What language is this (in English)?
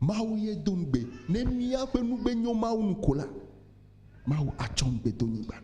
Ewe